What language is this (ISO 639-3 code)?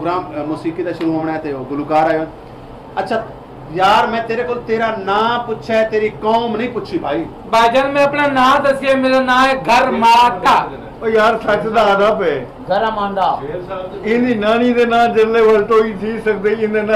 skr